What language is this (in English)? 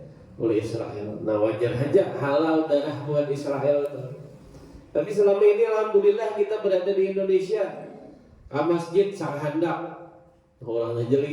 Banjar